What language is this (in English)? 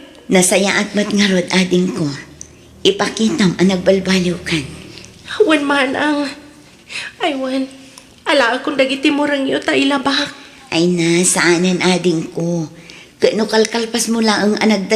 Iloko